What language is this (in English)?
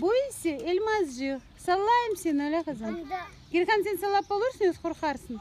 Crimean Tatar